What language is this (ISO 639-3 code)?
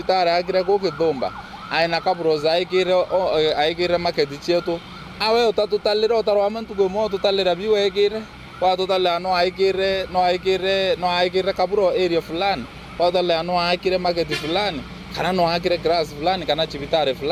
mer